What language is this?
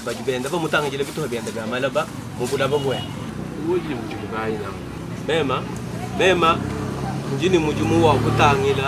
Luba-Lulua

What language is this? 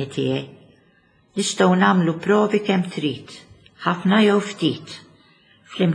Maltese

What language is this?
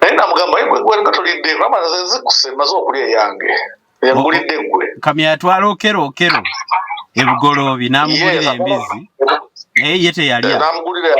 Ganda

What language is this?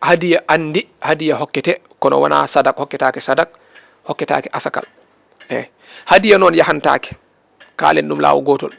Fula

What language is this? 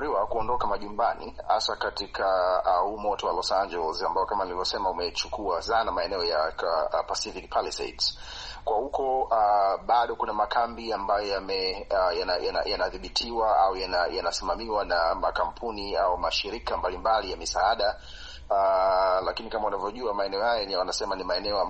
Swahili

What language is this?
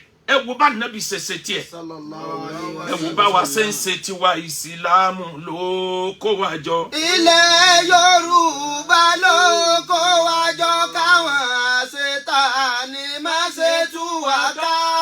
Yoruba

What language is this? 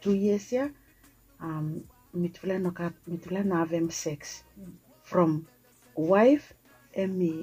Bislama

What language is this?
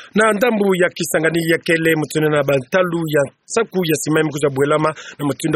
Kituba (Democratic Republic of Congo)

